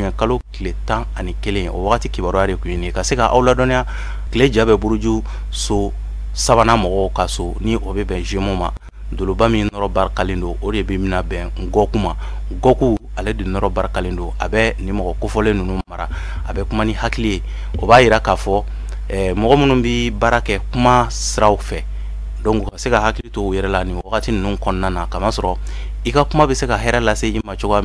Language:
Bambara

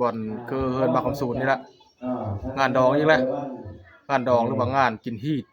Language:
Northeastern Thai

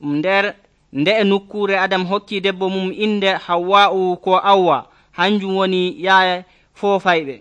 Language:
Nigerian Fulfulde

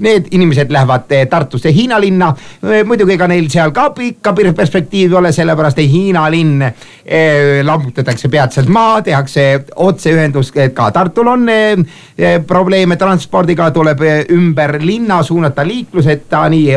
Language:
Estonian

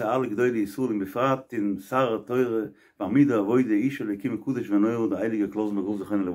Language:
Yiddish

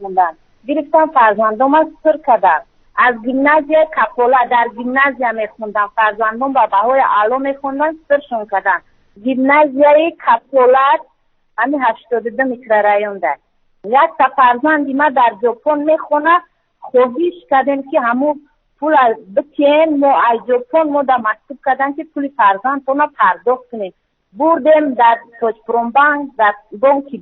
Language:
Tajik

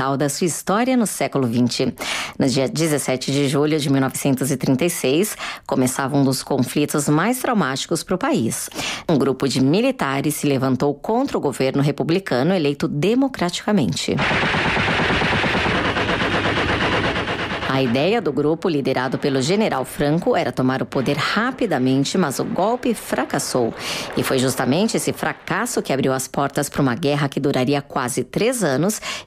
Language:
Portuguese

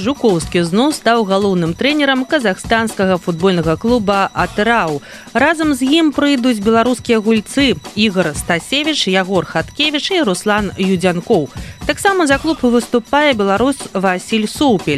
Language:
Belarusian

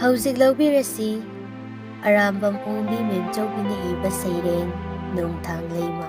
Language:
Manipuri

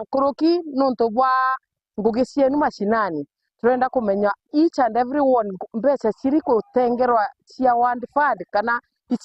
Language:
Meru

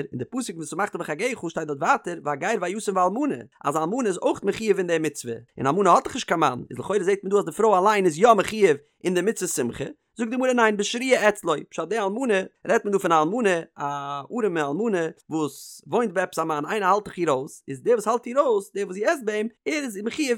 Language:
Yiddish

